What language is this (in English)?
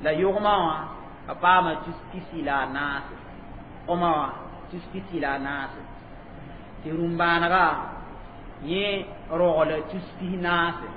Mossi